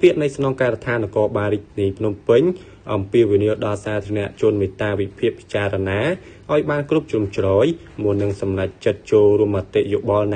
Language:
Khmer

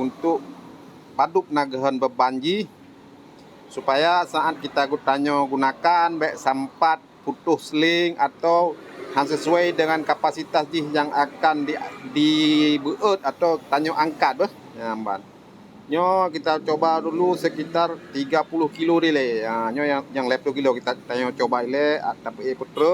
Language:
Achinese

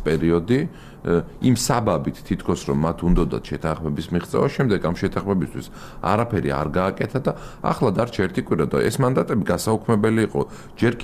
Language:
Georgian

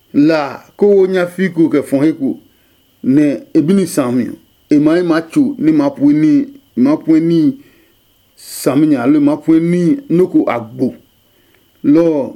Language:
Adangme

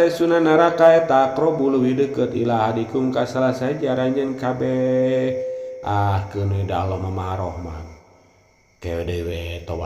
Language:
Sundanese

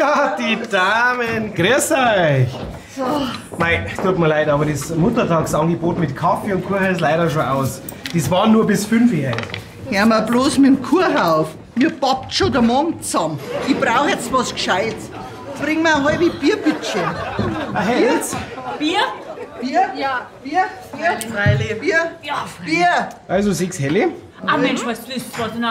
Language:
Bavarian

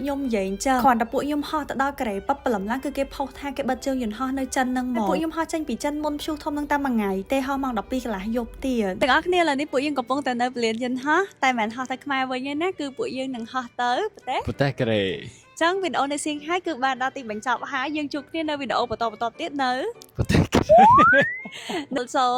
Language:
Khmer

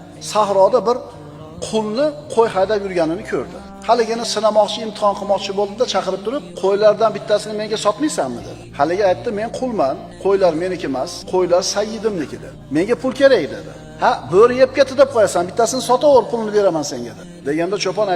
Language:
Uzbek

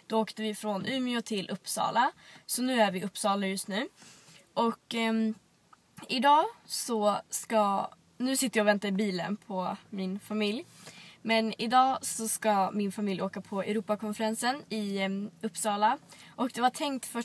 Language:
Swedish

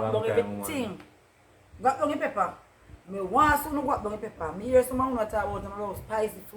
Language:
Jamaican Creole English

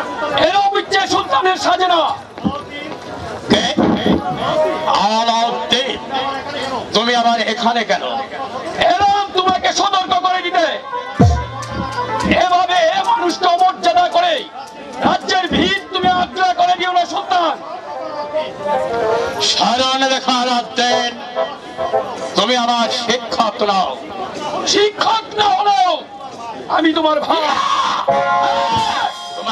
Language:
Bangla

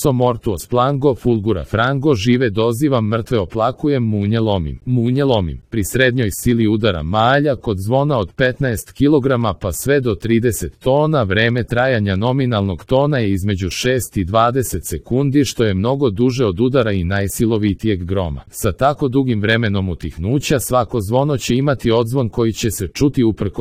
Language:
Serbian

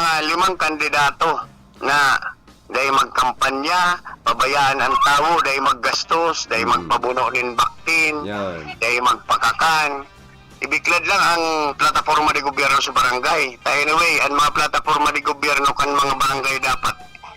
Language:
Bikol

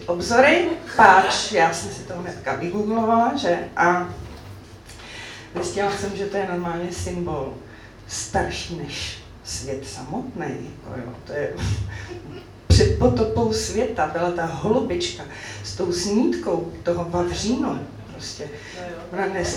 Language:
Czech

